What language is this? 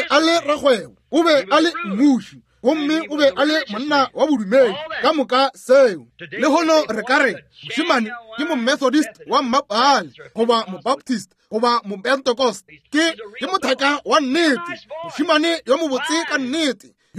Northern Sotho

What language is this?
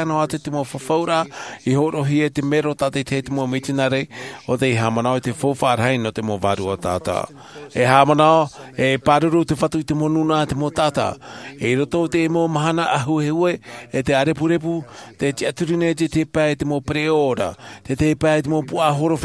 Tahitian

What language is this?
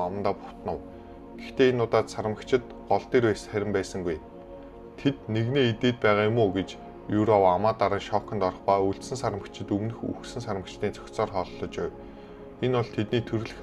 Mongolian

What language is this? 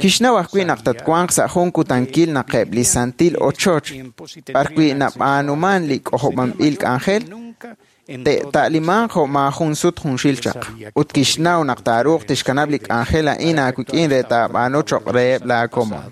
Kekchí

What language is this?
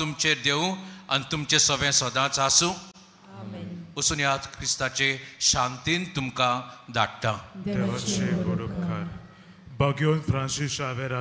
Konkani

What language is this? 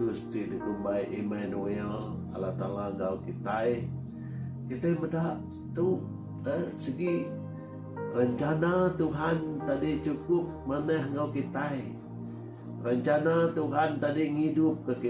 Iban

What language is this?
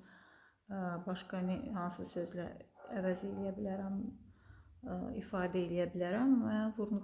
Azerbaijani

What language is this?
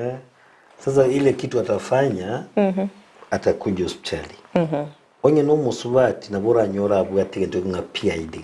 Gusii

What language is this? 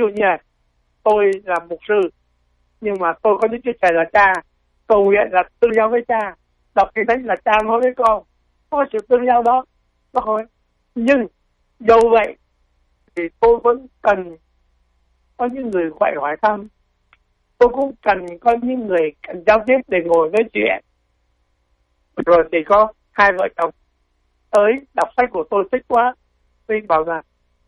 Vietnamese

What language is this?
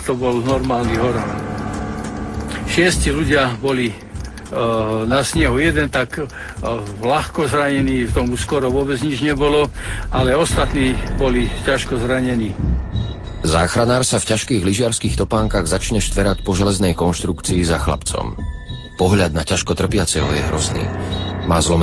Slovak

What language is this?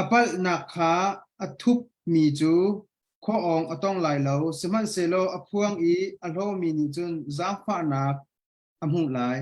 Hakha Chin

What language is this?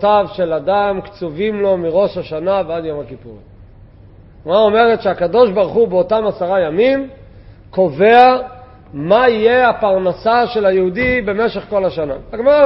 Hebrew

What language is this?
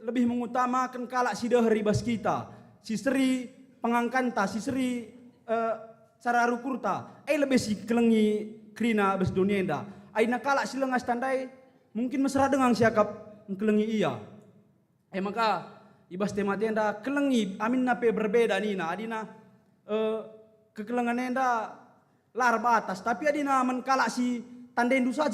Batak Karo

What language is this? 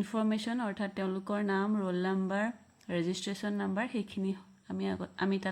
Assamese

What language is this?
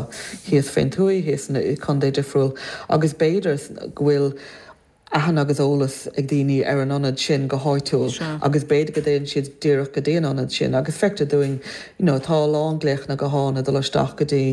Irish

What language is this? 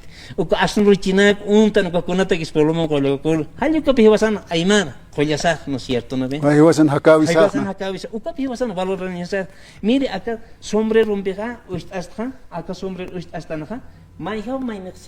Aymara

